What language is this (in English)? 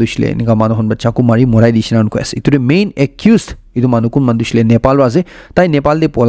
Naga Pidgin